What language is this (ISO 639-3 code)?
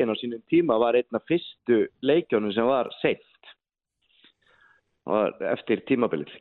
isl